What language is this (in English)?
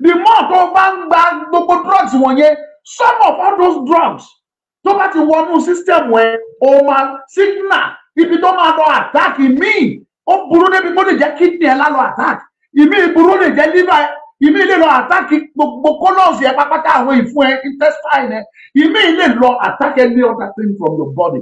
Yoruba